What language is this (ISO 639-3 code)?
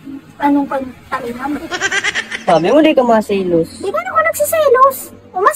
bik